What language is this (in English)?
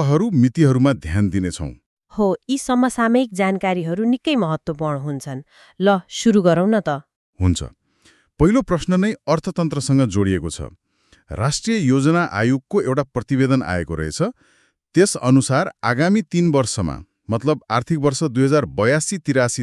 Nepali